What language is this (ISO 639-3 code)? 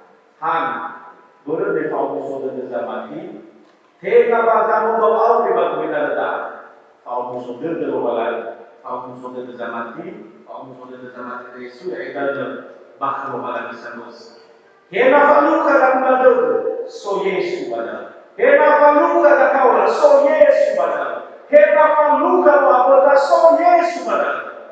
nia